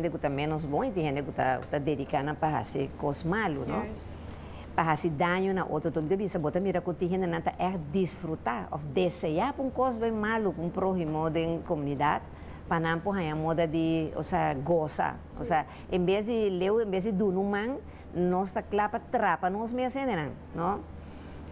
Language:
Papiamento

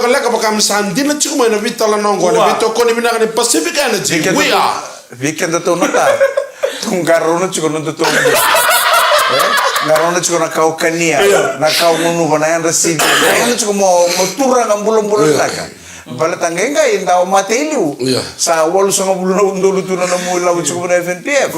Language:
Fijian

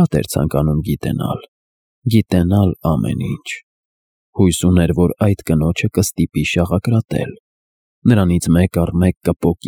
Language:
Armenian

